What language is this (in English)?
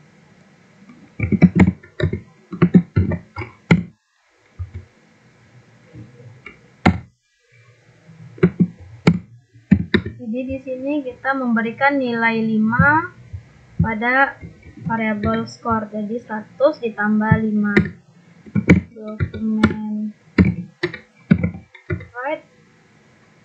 Indonesian